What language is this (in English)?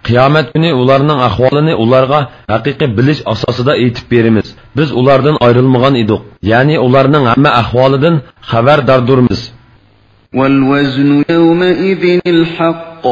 Uyghur